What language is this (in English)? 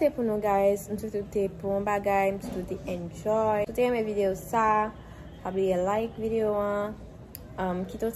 Haitian Creole